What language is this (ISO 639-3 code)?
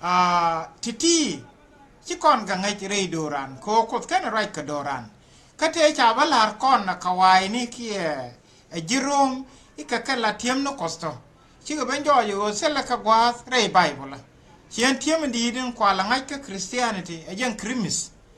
nus